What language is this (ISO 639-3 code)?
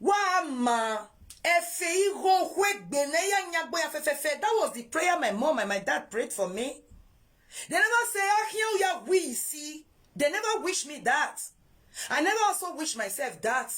pcm